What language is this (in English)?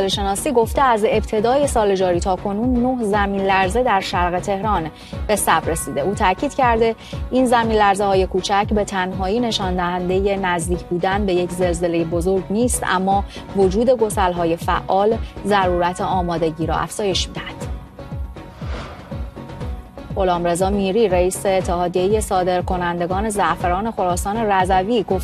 Persian